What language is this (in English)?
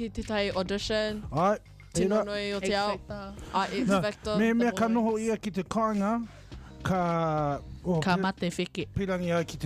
Māori